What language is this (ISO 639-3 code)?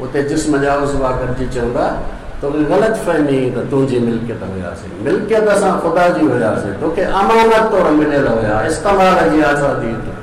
snd